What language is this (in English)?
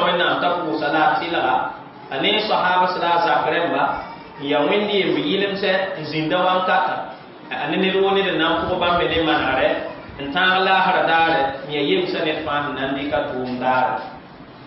Mossi